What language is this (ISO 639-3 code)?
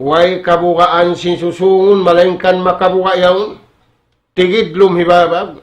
tsg